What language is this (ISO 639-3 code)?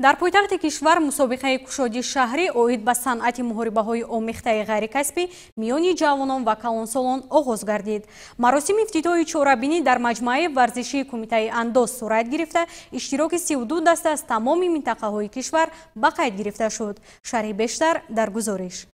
tgk